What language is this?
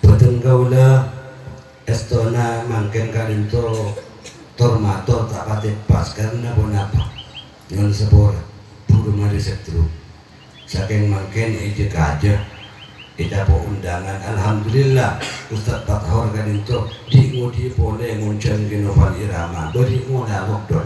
Madurese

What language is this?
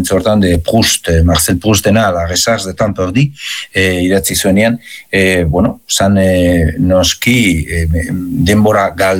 Basque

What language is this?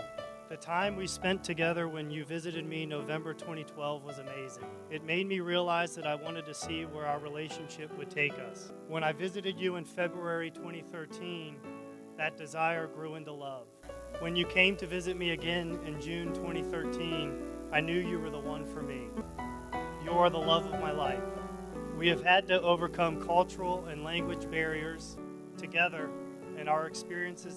Portuguese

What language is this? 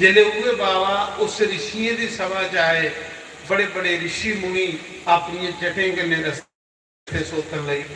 Dogri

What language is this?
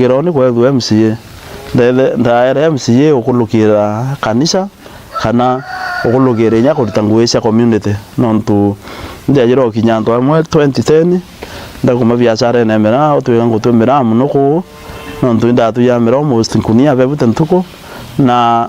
Meru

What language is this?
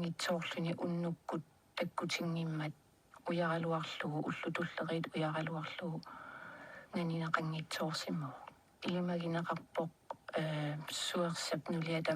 Kalaallisut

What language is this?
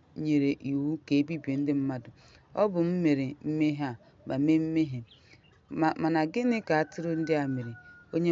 Igbo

